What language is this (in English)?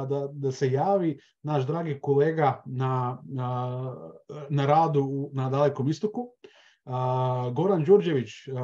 Croatian